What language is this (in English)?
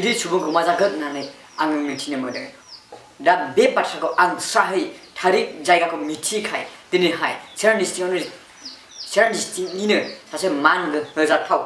Bodo